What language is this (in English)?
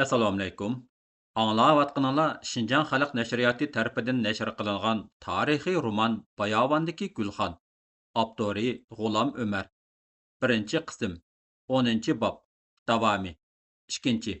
Uyghur